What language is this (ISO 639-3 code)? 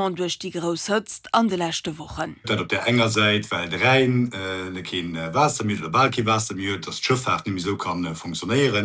ltz